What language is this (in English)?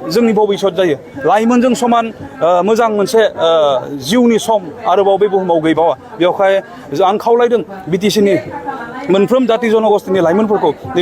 Bodo